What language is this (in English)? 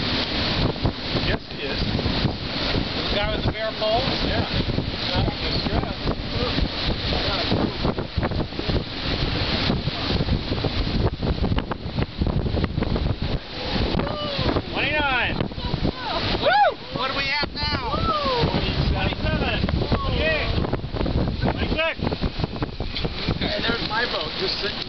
English